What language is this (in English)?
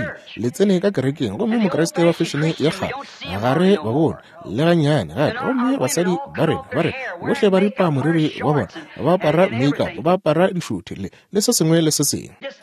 Northern Sotho